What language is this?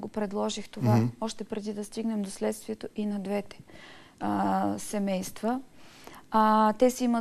Bulgarian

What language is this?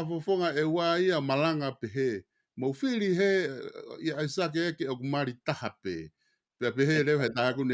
Tongan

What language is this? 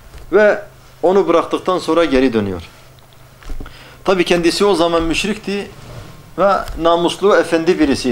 Turkish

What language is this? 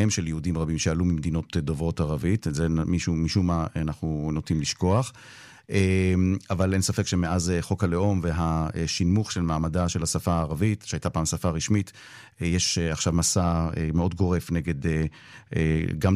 Hebrew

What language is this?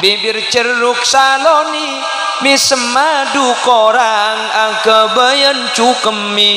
Madurese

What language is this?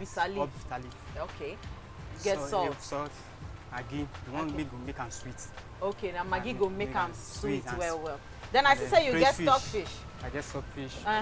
Nigerian Pidgin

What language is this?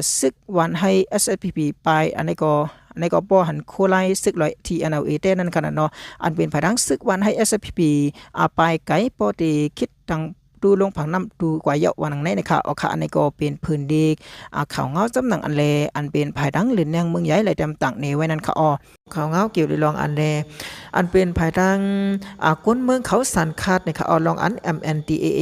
Shan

